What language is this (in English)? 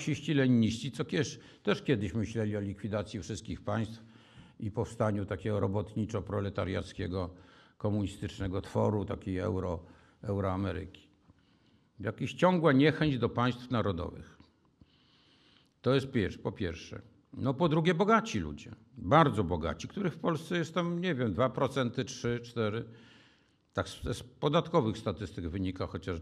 Polish